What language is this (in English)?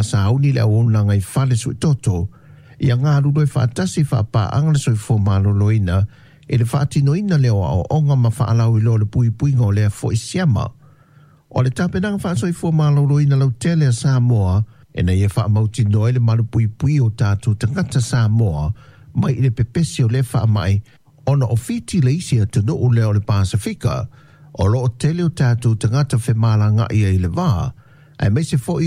Samoan